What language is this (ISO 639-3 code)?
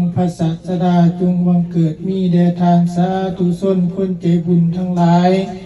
lao